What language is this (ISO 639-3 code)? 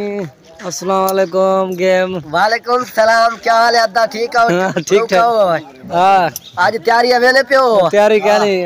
skr